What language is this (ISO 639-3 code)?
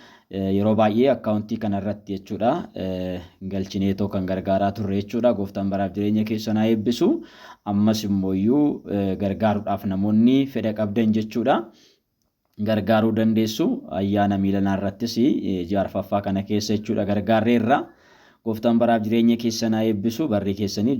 orm